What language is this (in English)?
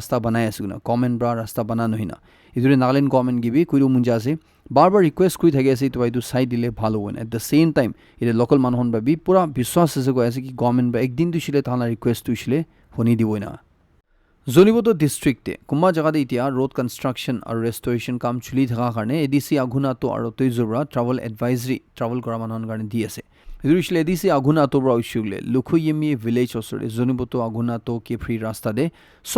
Naga Pidgin